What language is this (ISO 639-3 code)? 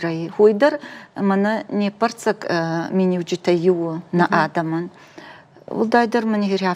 oss